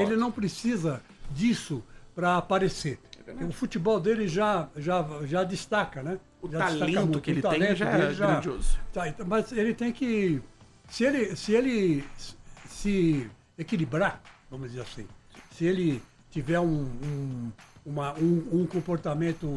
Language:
Portuguese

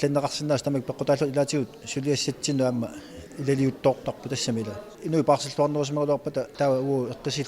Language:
Kalaallisut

